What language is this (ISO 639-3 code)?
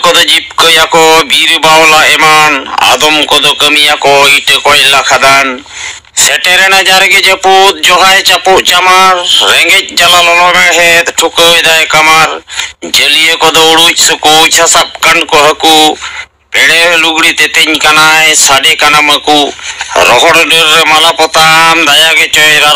sat